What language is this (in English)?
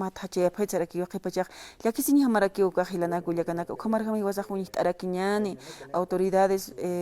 Aymara